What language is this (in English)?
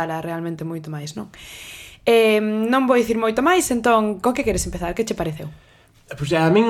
Galician